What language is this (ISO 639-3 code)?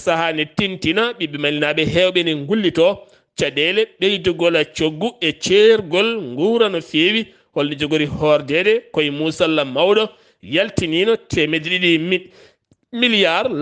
ful